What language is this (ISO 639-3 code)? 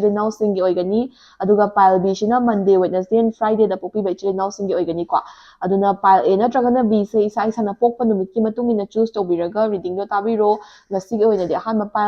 mni